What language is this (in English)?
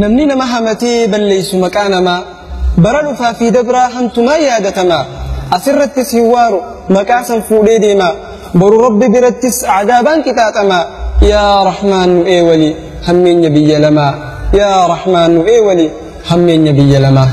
Oromo